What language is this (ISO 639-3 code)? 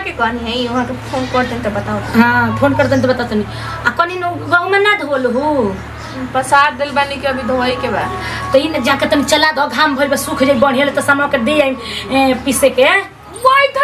bho